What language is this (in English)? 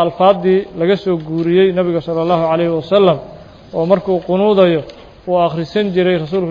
Somali